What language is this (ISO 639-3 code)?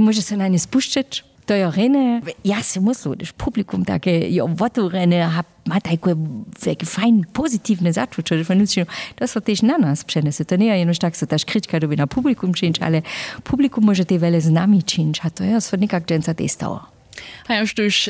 hsb